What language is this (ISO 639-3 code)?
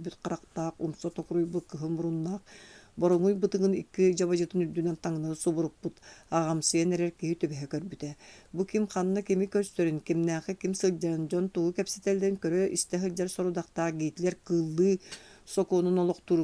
sah